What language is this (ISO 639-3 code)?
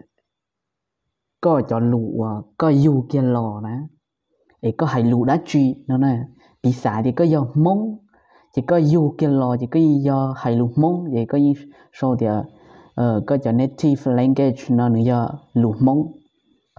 vie